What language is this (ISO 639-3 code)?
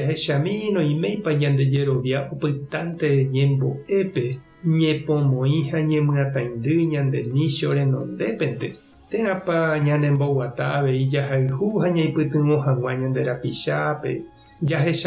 grn